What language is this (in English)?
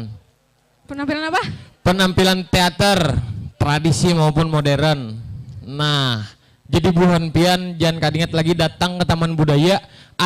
Banjar